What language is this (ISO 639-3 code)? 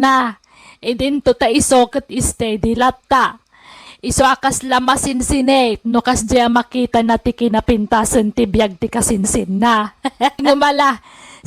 ilo